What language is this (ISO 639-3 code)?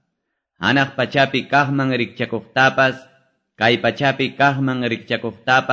que